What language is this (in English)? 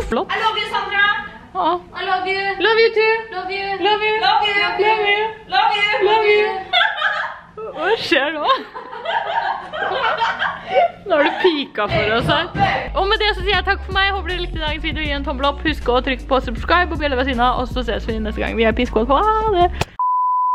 Norwegian